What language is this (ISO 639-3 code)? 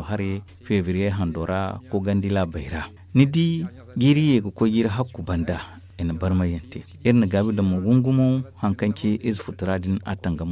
dje